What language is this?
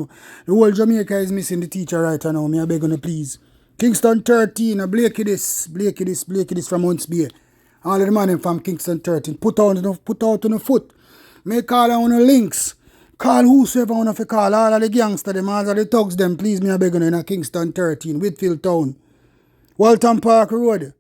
Jamaican Creole English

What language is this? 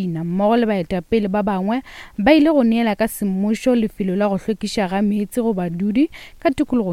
Northern Sotho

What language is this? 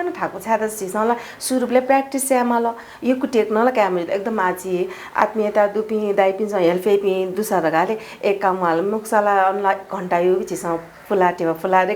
Newari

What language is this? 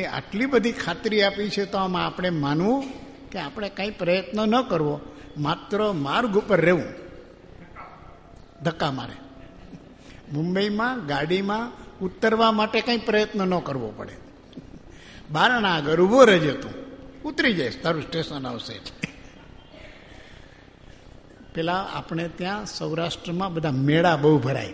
Gujarati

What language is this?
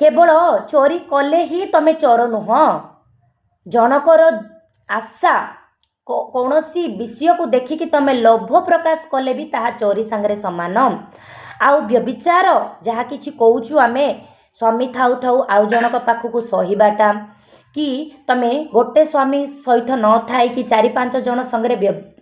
Odia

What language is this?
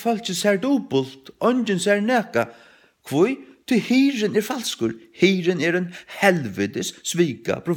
Faroese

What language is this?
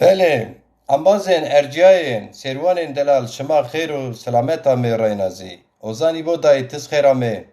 Zaza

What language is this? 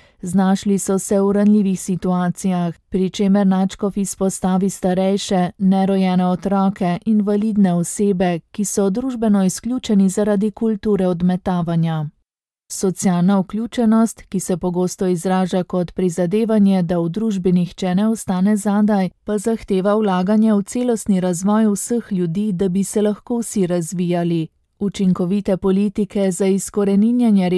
Slovenian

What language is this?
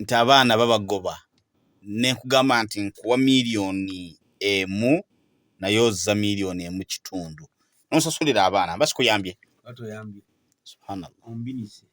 Ganda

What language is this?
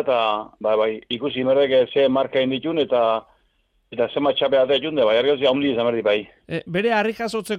Basque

